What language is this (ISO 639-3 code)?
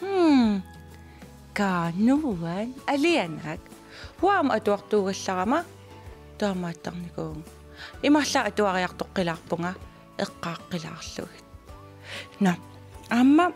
kal